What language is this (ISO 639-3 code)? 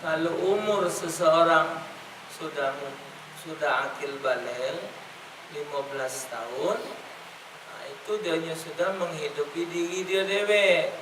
mui